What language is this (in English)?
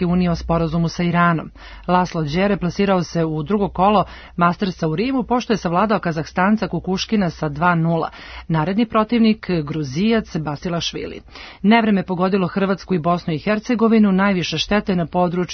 Serbian